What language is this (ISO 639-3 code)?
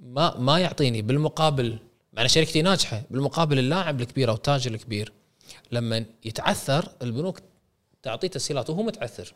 afb